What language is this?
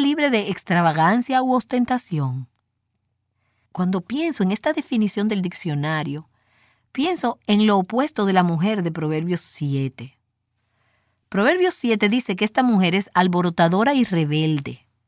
Spanish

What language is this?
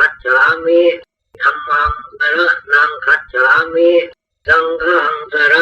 Pali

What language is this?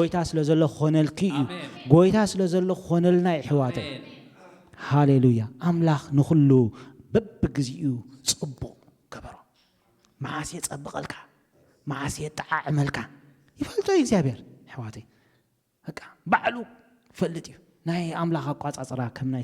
Tigrinya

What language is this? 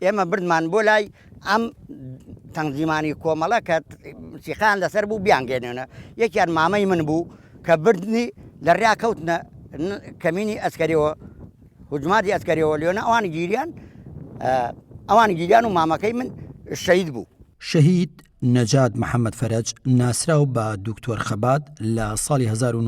Central Kurdish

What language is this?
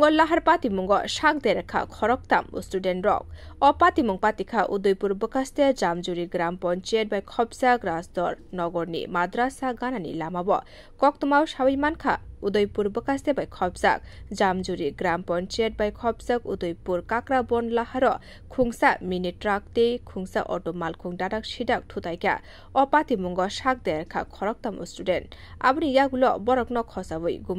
Kok Borok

